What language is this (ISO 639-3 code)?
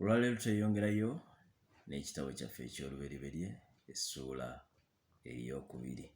lug